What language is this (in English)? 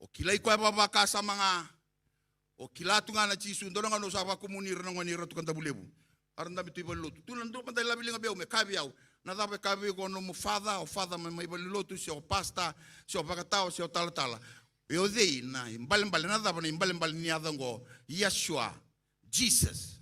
Fijian